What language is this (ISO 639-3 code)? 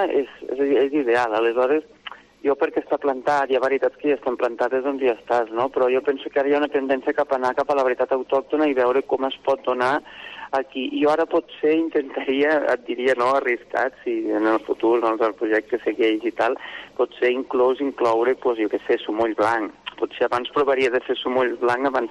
cat